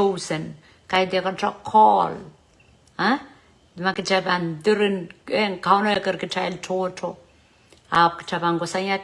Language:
Pohnpeian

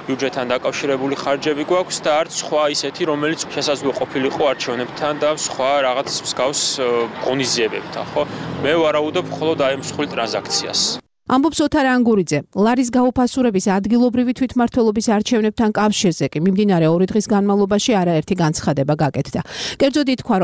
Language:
Georgian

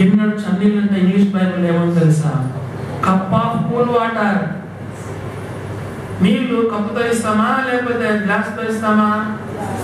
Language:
Telugu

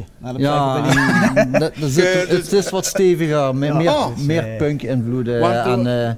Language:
Limburgish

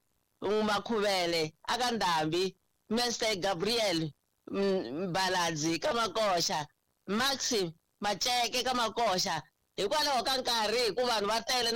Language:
Tsonga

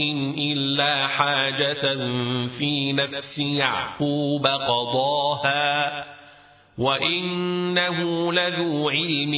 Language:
Arabic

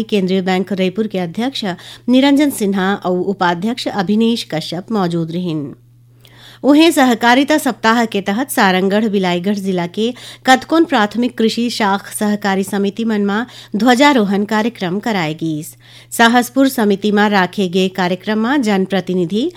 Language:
Chhattisgarhi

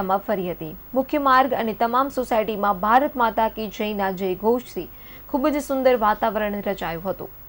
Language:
Gujarati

